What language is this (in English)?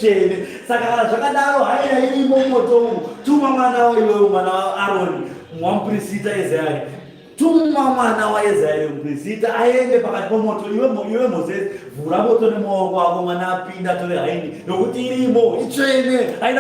Shona